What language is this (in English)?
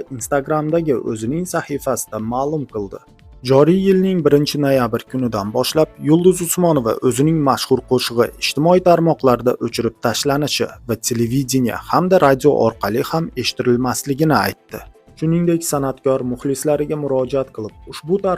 Uzbek